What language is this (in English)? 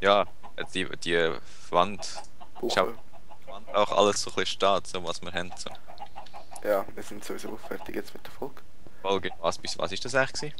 Swiss German